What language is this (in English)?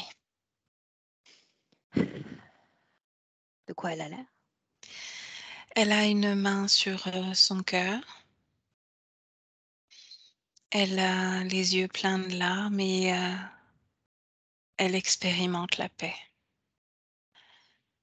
French